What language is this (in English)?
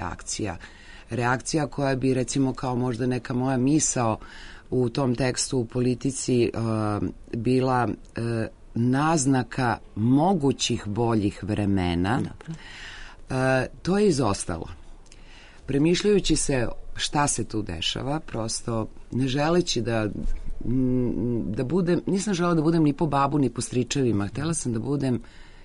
Serbian